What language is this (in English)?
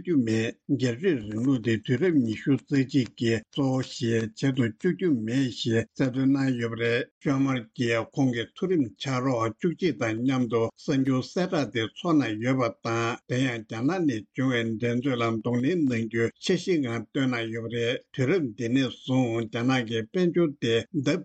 Tibetan